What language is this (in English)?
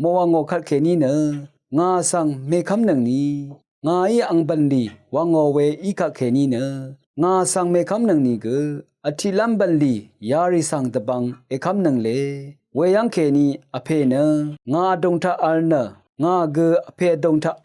Rawang